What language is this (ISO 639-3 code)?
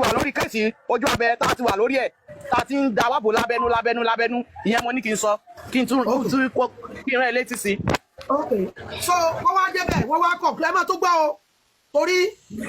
yor